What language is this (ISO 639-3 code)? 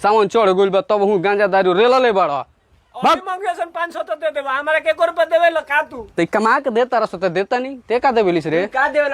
bho